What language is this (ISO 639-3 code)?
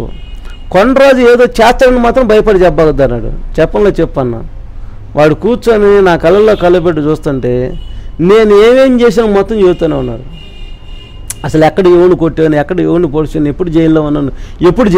tel